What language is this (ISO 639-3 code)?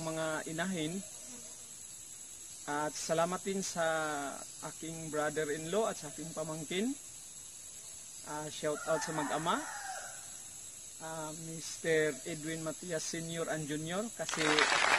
fil